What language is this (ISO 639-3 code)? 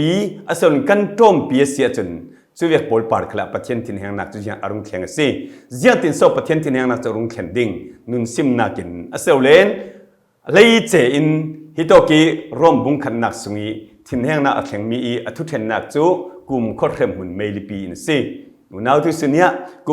cfm